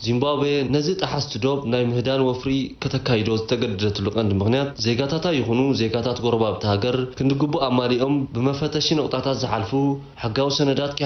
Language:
Tigrinya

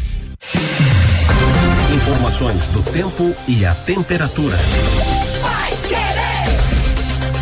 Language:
Portuguese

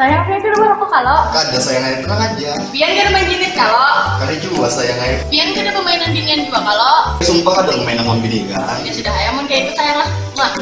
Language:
Banjar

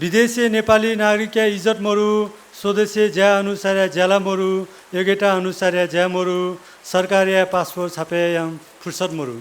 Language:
Newari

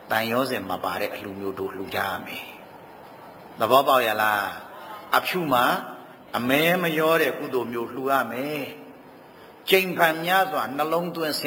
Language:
Burmese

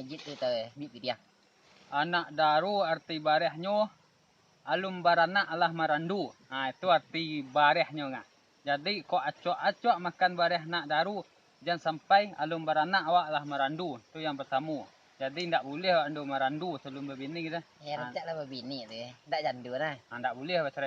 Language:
Minangkabau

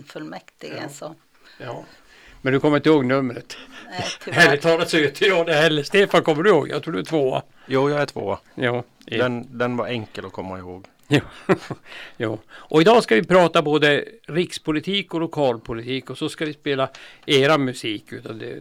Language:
Swedish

